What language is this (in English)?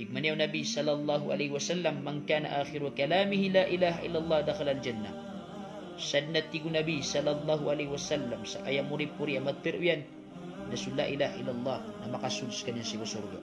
Maranao